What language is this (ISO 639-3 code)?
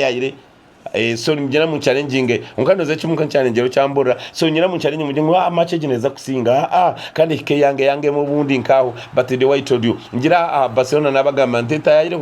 nyn